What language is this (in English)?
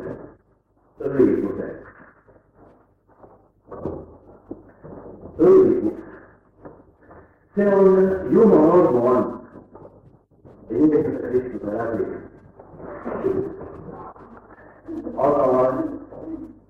Estonian